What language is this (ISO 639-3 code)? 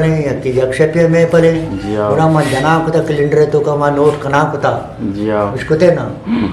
bgp